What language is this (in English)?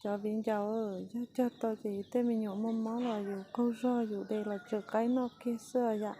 Hmong